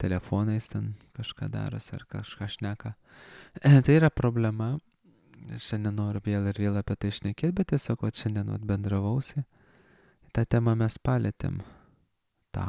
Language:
Lithuanian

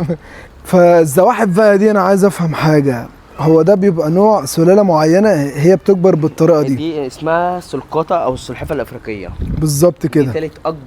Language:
Egyptian Arabic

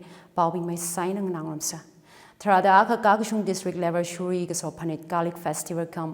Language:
Tangkhul Naga (India)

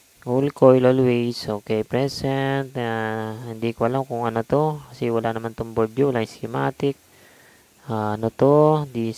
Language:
Filipino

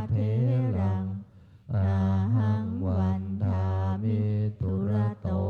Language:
Pali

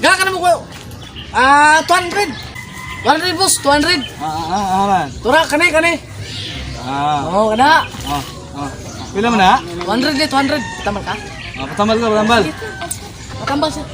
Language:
Cebuano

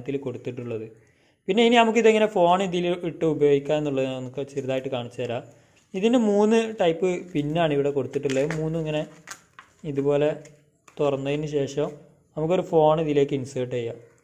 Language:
Malayalam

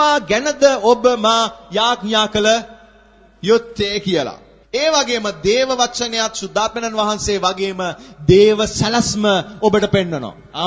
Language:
Sinhala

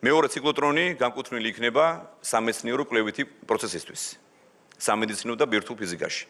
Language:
Georgian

